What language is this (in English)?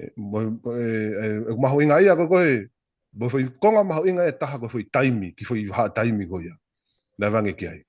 Tongan